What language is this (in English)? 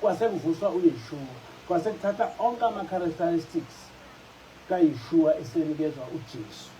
Zulu